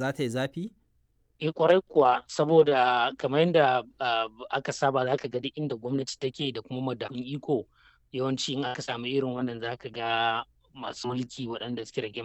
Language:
Hausa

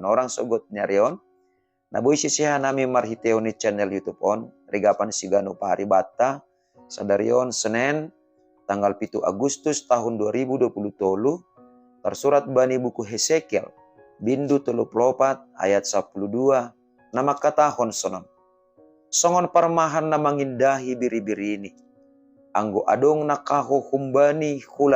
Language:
Batak Simalungun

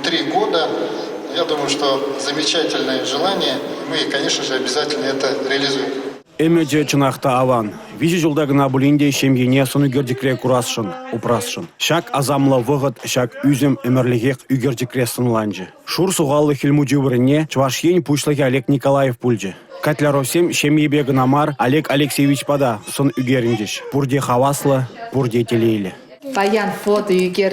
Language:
Chuvash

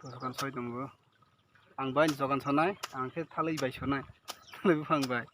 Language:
Kok Borok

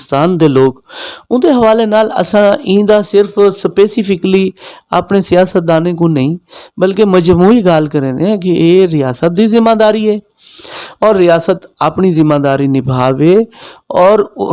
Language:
Saraiki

